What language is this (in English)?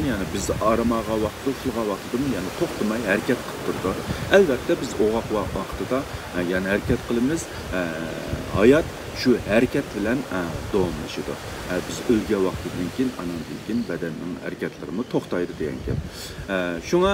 Uyghur